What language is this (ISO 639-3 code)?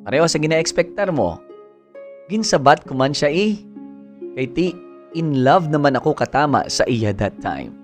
hil